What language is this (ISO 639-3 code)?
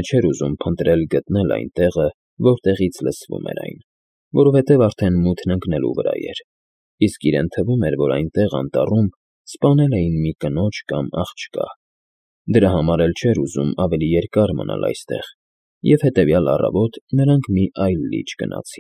hye